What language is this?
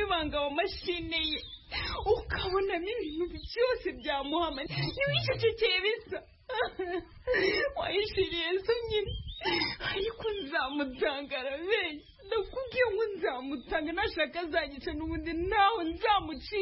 Kinyarwanda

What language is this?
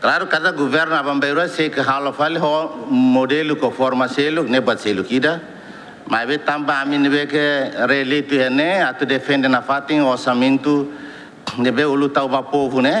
Tetum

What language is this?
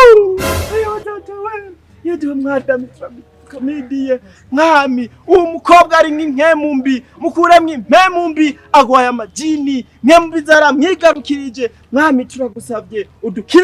Rundi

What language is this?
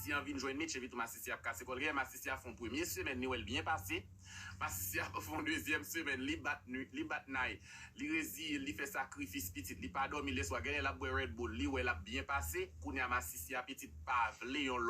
Haitian Creole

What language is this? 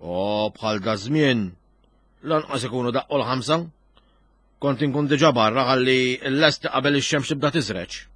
Maltese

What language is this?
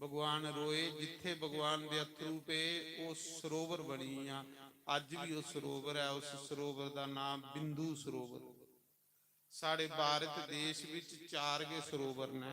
Dogri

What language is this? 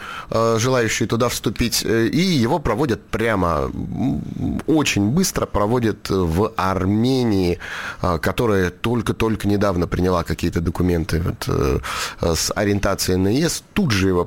Russian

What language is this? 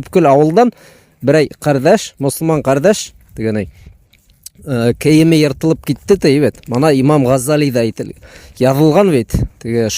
Bashkir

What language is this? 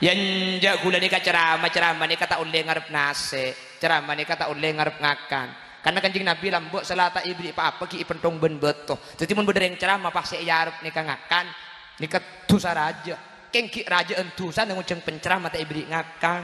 Madurese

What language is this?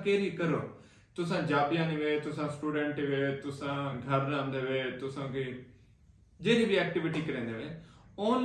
Saraiki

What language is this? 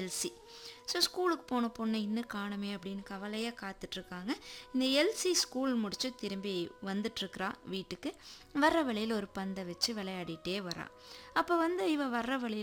Tamil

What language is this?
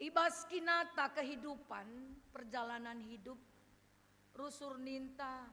Batak Karo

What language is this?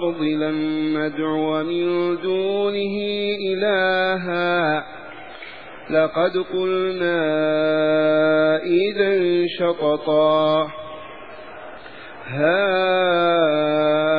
Arabic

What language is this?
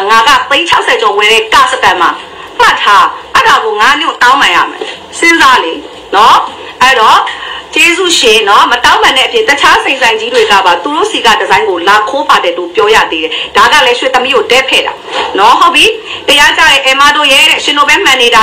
Burmese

